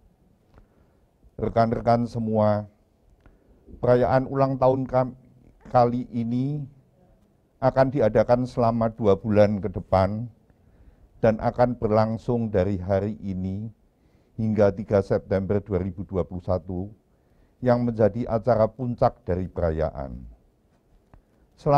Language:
Indonesian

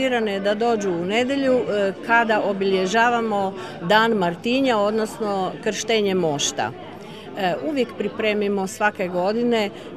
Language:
Croatian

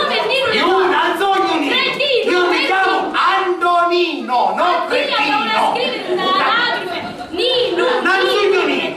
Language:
Sicilian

